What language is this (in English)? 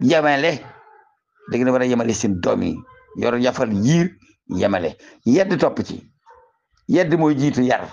Wolof